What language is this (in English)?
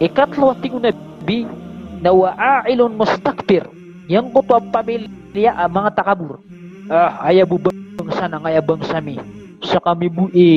Maranao